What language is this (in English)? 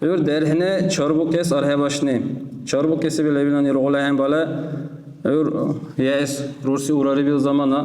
Dargwa